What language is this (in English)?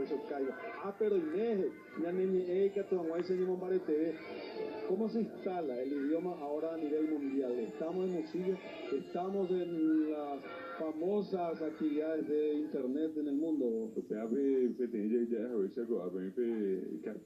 Guarani